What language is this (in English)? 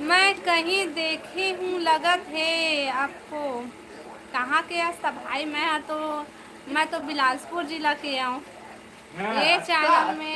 Chhattisgarhi